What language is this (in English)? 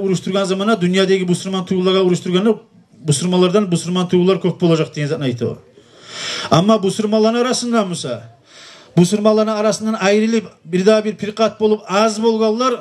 Kumyk